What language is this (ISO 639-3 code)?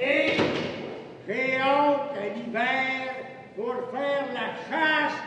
bre